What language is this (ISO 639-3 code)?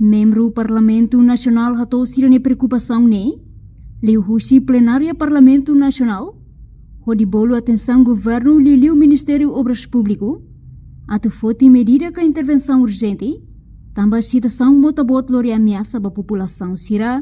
tet